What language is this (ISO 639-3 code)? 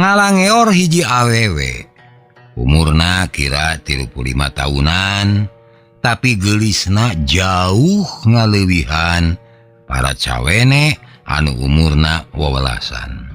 sun